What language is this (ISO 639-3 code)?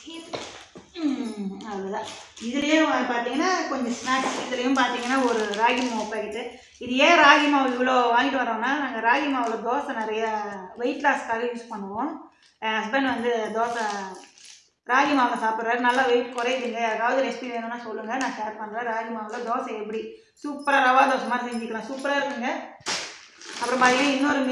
tam